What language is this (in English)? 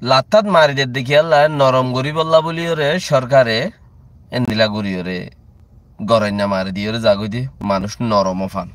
Rohingya